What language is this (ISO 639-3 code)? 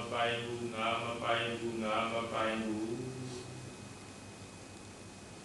mya